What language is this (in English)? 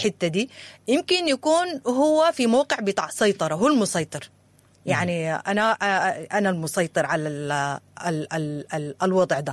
Sudanese Arabic